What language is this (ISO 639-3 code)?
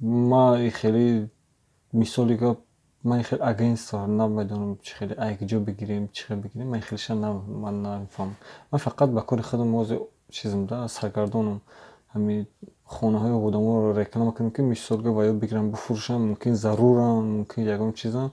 tgk